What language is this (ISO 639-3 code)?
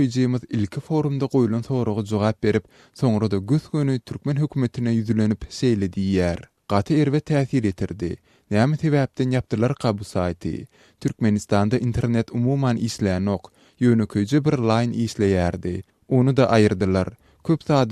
tuk